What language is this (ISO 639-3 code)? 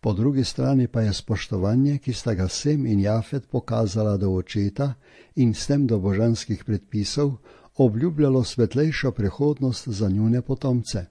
slv